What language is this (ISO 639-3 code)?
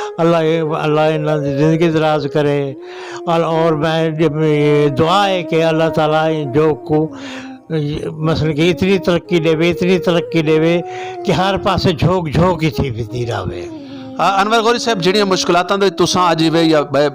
skr